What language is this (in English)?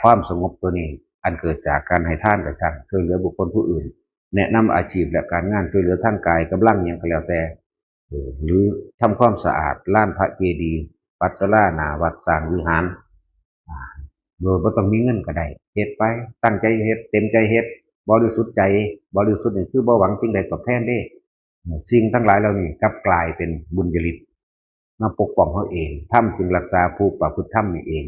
Northeastern Thai